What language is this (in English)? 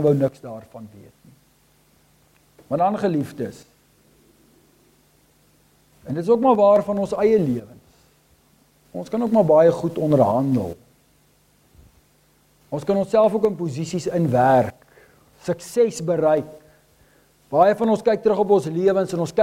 Afrikaans